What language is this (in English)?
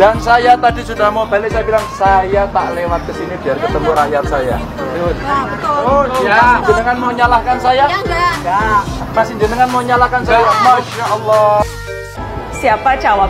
Indonesian